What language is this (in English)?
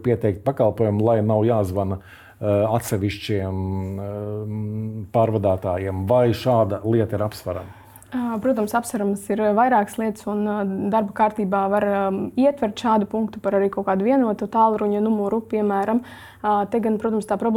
Latvian